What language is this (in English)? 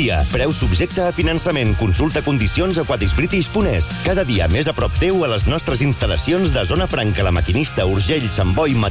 Catalan